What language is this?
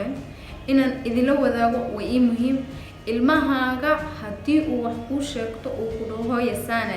Somali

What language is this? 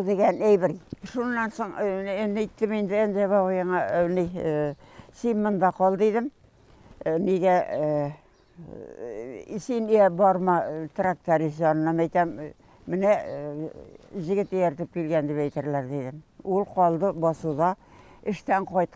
Tatar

